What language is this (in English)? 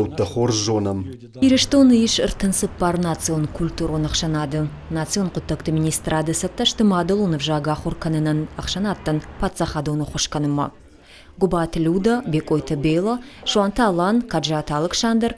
Ossetic